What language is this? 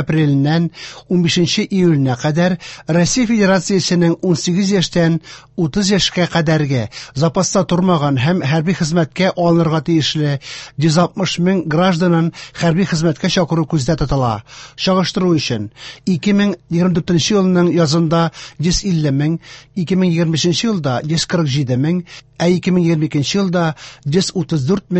Tatar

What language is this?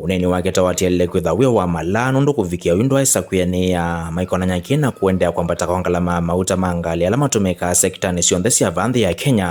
Kamba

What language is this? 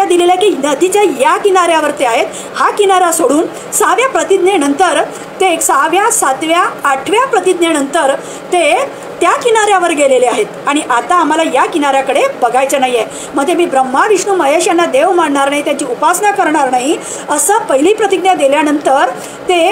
Marathi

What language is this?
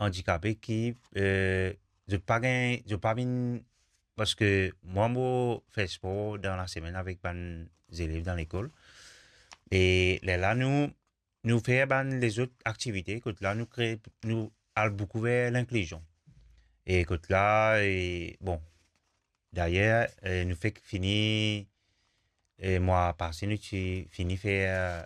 Morisyen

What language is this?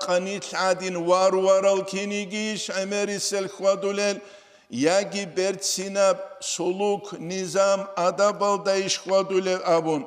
Avaric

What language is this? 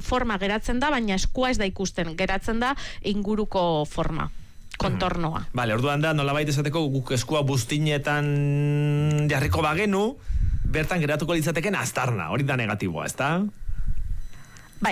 Basque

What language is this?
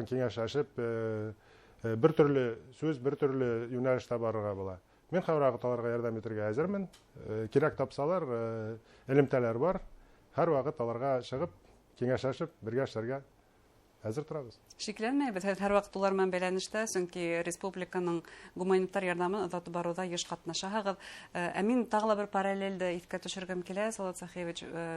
Bashkir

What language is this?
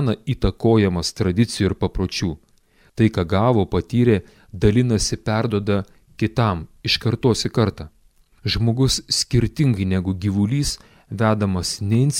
Lithuanian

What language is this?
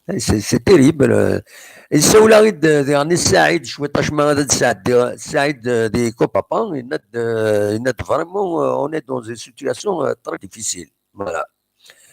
Kabyle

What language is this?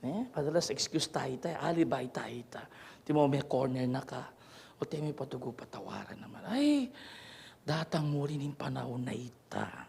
Pampanga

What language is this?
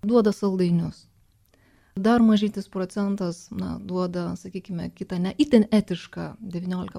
Lithuanian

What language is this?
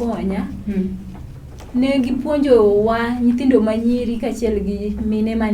Luo (Kenya and Tanzania)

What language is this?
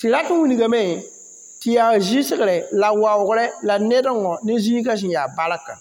Mossi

